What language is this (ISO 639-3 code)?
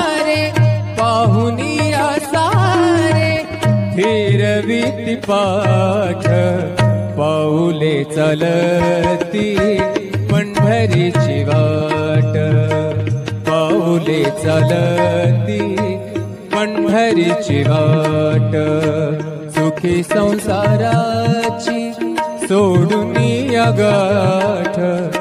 mar